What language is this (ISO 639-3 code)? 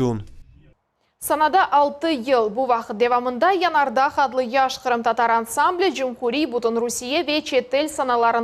crh